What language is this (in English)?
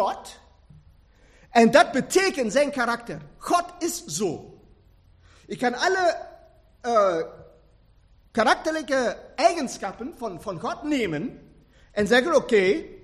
Dutch